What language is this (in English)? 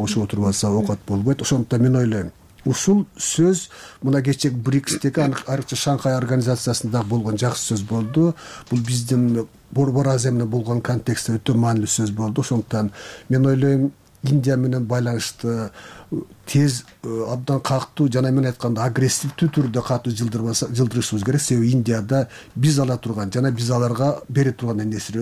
Kyrgyz